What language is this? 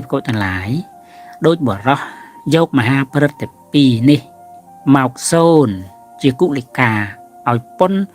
Khmer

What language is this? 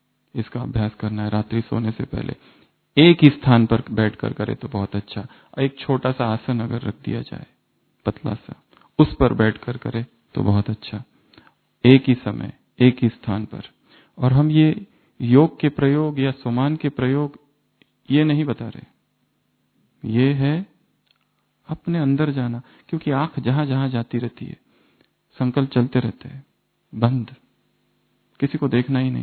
Hindi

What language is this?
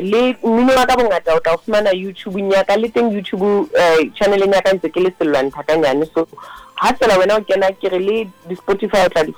Southern Sotho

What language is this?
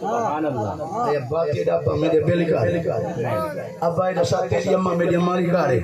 Saraiki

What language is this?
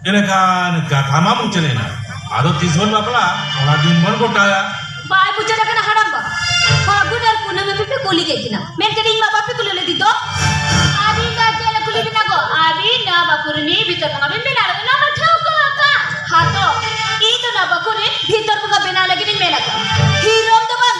Santali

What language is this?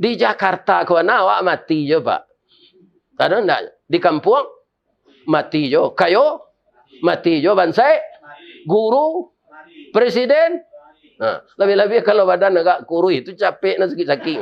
Minangkabau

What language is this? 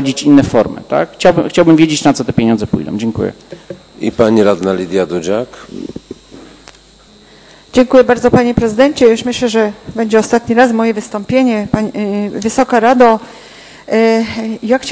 Polish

